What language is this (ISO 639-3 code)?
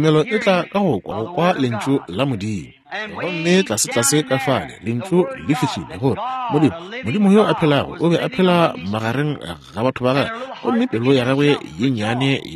nso